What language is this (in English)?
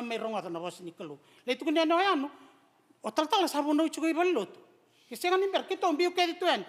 Fijian